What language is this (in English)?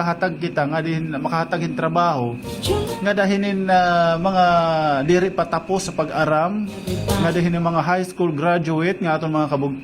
Waray